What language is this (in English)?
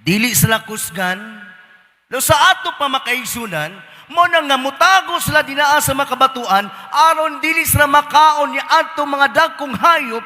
Cebuano